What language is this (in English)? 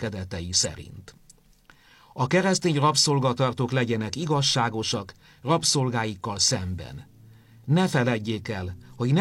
Hungarian